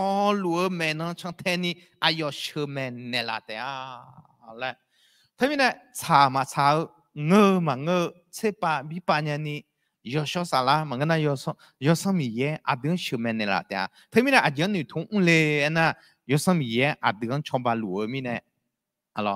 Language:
Akha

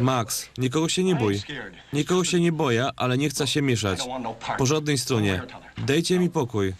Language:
Silesian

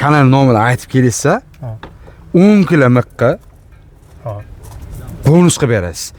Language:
Uzbek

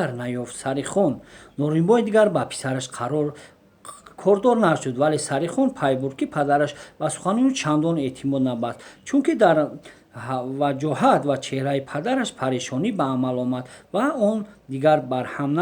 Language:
Tajik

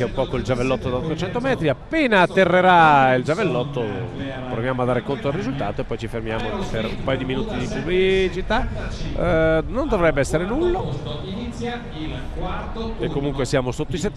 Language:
Italian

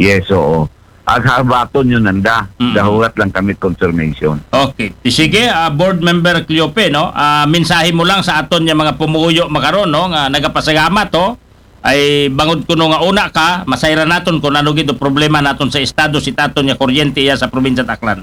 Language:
Aklanon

